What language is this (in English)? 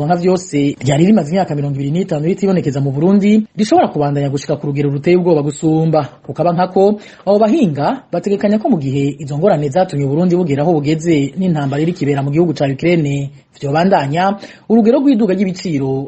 Rundi